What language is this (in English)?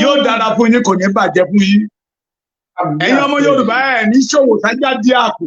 Yoruba